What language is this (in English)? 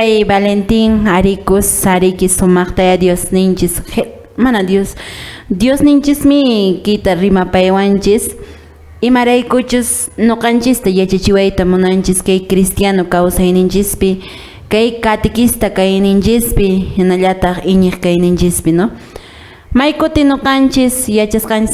Quechua